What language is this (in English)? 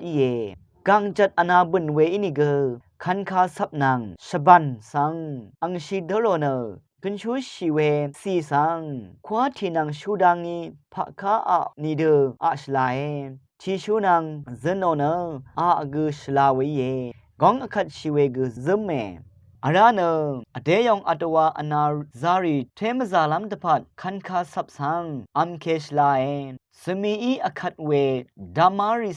Rawang